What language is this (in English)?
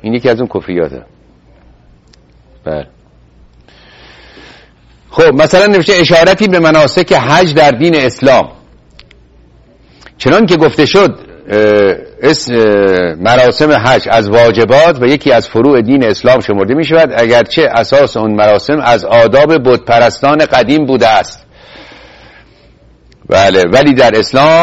Persian